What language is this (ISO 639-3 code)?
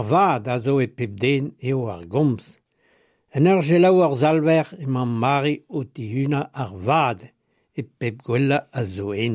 bre